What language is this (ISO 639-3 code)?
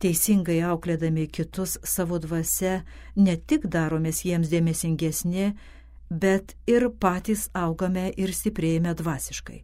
lit